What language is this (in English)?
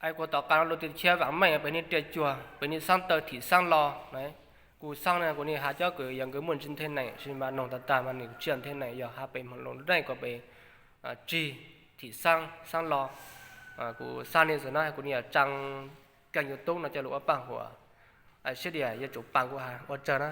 Hmong